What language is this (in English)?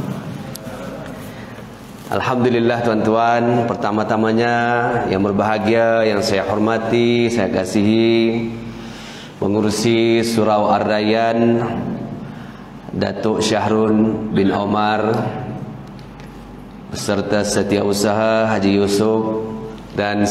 Malay